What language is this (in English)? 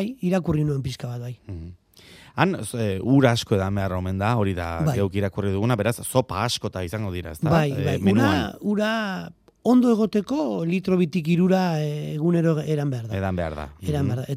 Basque